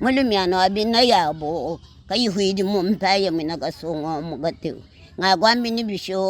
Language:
Luba-Lulua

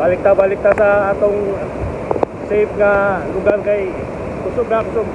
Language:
Cebuano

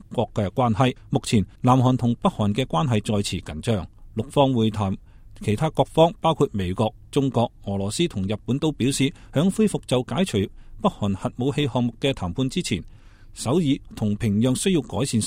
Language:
Cantonese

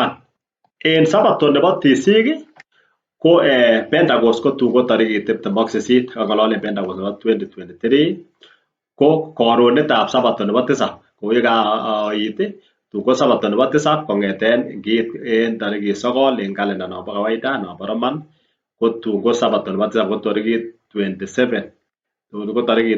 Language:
Kalenjin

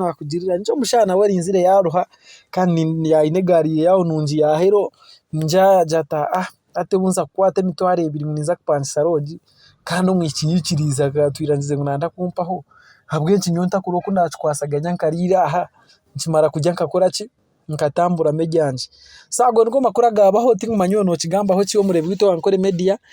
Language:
Nyankole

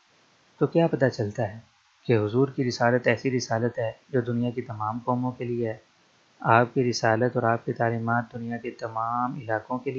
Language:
Urdu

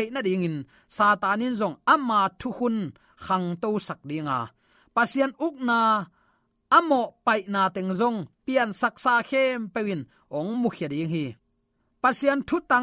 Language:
Tedim Chin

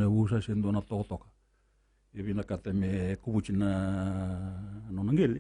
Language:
Fijian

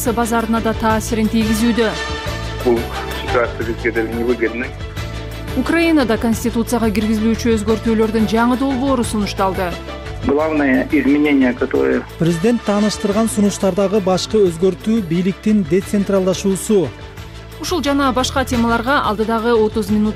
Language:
Kyrgyz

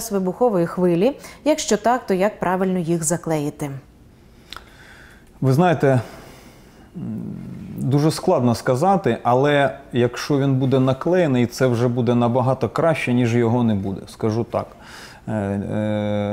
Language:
Ukrainian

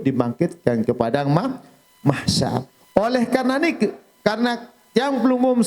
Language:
Sasak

